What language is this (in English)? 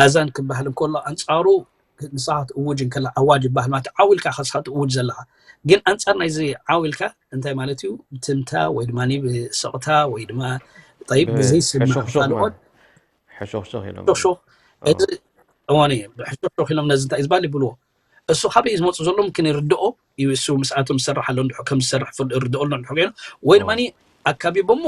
Tigrinya